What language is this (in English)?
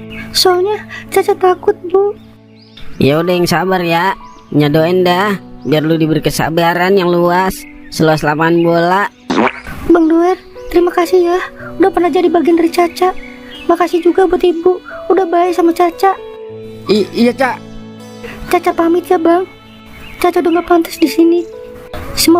Betawi